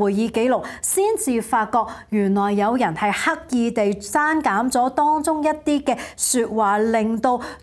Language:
Cantonese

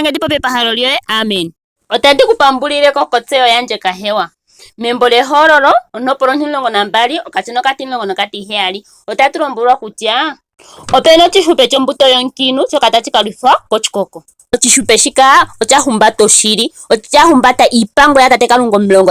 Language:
Ndonga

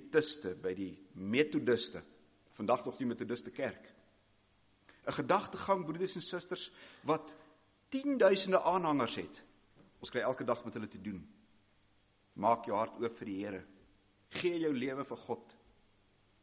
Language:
Afrikaans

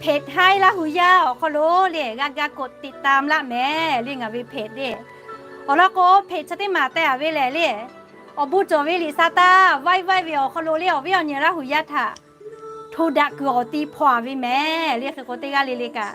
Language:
Lahu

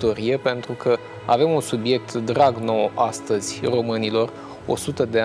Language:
Romanian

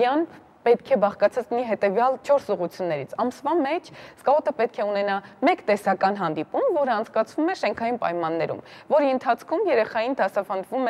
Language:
Armenian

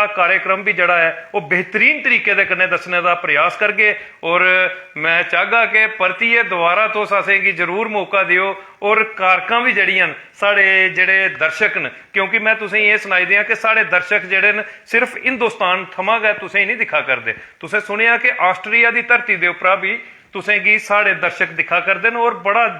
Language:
Dogri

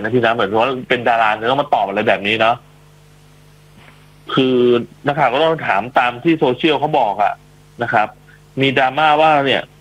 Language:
Thai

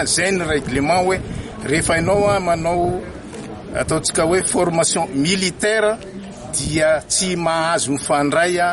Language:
Malagasy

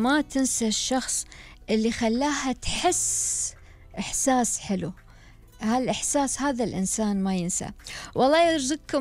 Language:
Gulf Arabic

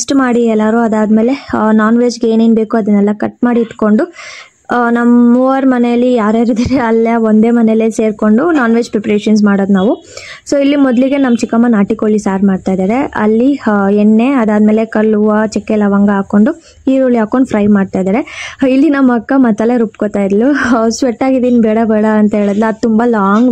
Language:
Kannada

